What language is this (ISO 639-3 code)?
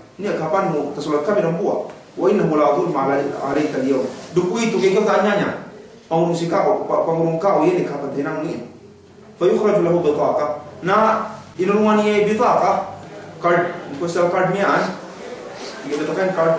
yka